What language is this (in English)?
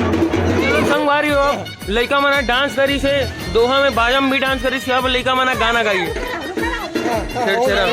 Chhattisgarhi